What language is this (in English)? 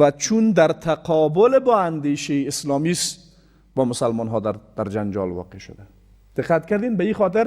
Persian